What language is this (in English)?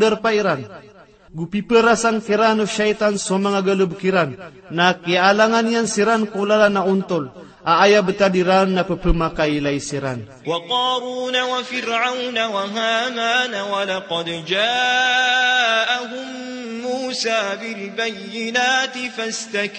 Maranao